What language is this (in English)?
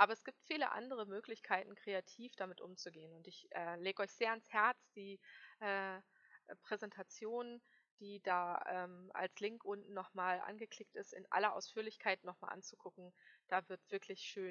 German